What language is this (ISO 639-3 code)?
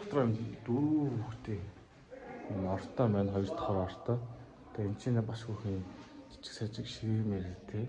mon